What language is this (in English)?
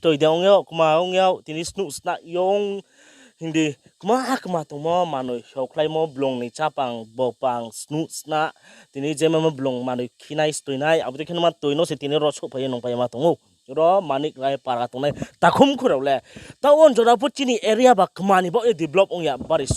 Riang (India)